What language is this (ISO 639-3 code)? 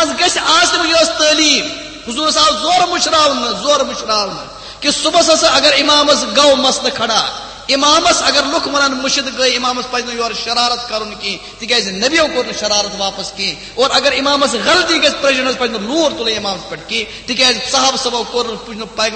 kas